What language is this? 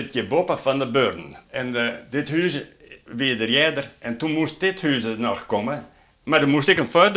Western Frisian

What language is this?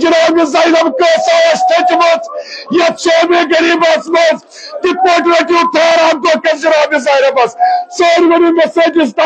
Kashmiri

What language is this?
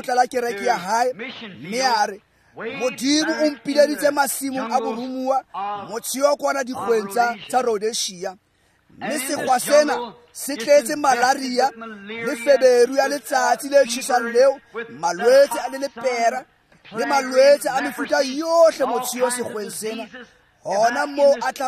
Tswana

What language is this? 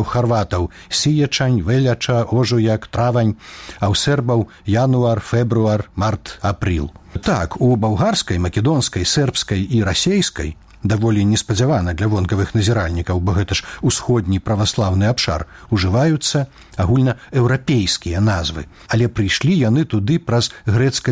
Belarusian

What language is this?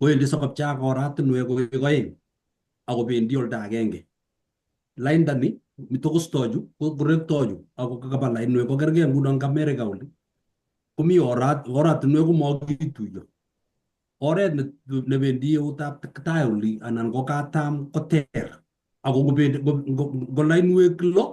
Kalenjin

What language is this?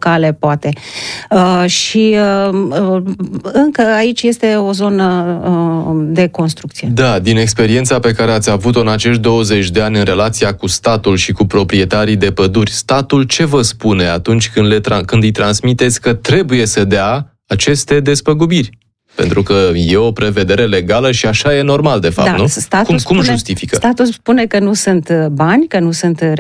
Romanian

